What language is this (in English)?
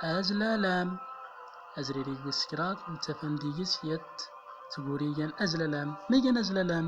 Central Atlas Tamazight